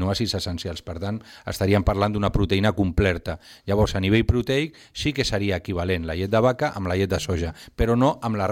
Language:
Catalan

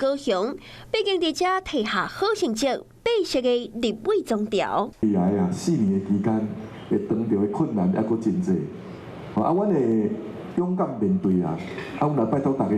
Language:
Min Nan Chinese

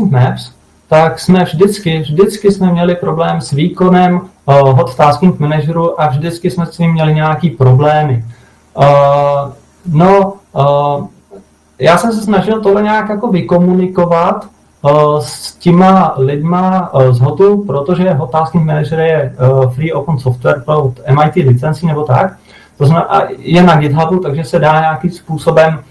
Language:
Czech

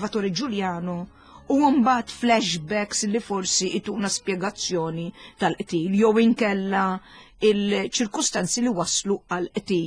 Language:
Maltese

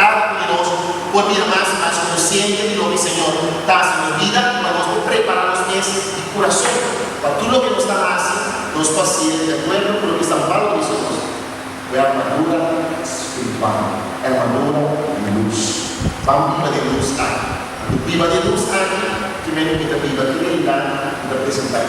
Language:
Papiamento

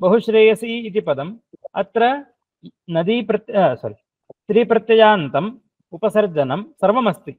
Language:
Sanskrit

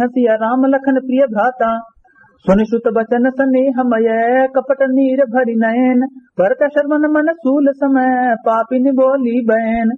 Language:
Awadhi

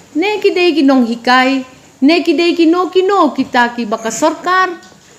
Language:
Khasi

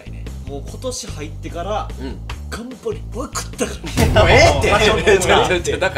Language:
Japanese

